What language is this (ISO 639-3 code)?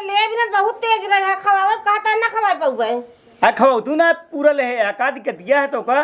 awa